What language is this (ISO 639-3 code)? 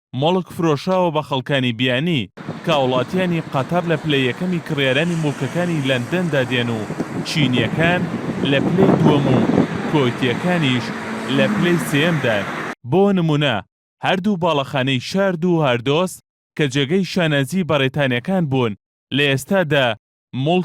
ckb